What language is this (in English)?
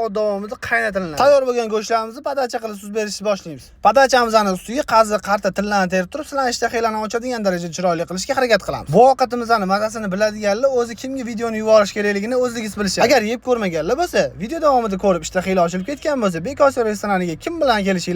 Uzbek